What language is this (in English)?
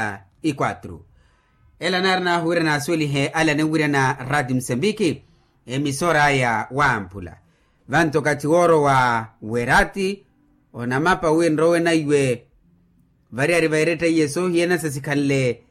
Makhuwa